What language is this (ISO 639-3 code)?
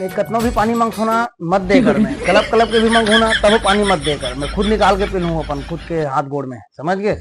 hne